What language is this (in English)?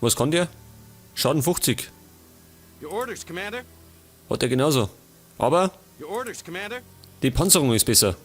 Bavarian